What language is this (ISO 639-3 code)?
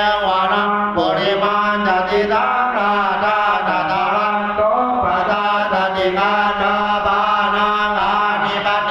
pli